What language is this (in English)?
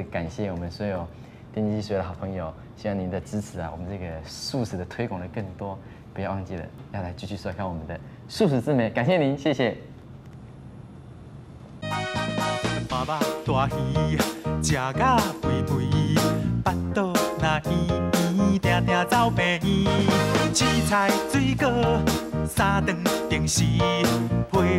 Chinese